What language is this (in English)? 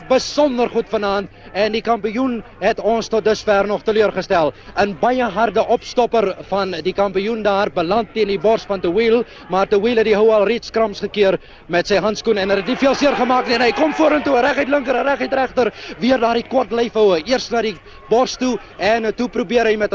Afrikaans